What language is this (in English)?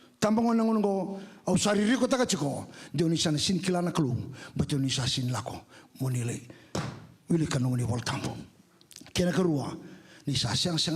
Fijian